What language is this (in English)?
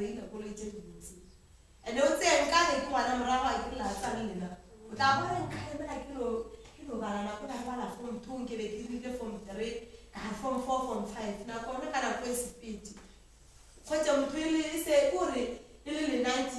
Northern Sotho